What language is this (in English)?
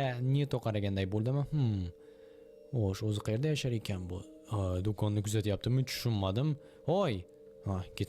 Uzbek